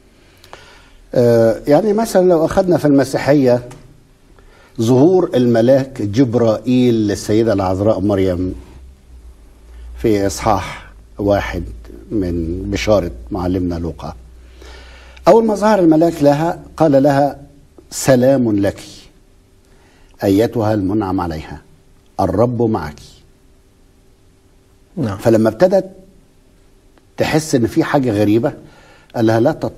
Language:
Egyptian Arabic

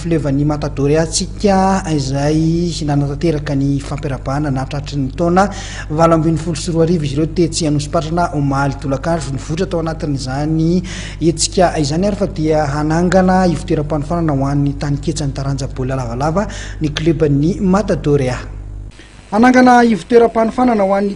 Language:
Malagasy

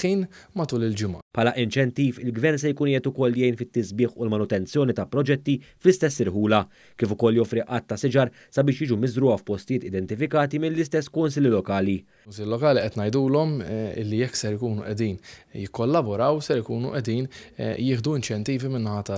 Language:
Maltese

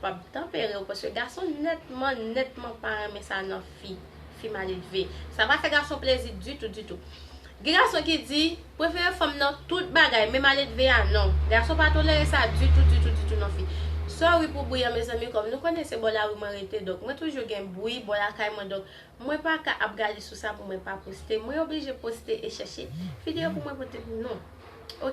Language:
Haitian Creole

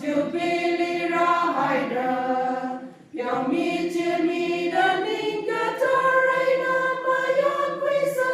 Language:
Tangkhul Naga (India)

